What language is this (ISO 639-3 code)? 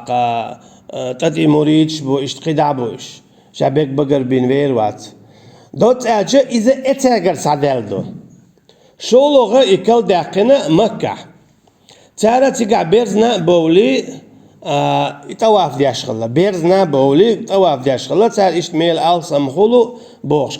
che